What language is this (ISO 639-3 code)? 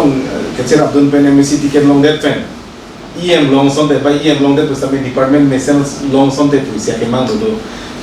mjw